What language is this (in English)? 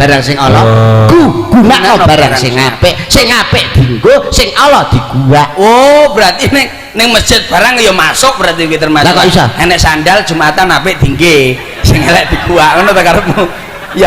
Javanese